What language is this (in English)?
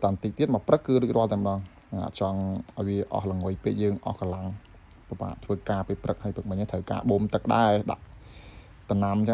Khmer